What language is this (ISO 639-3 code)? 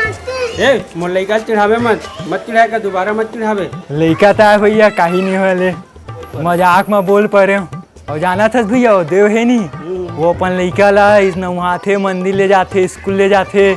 hne